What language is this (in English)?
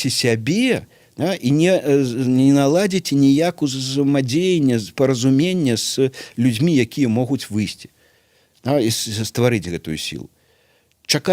Belarusian